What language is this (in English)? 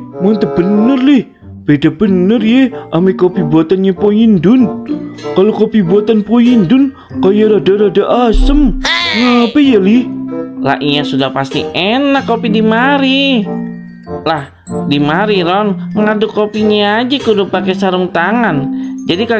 Betawi